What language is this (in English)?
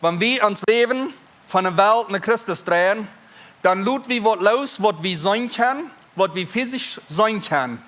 Plautdietsch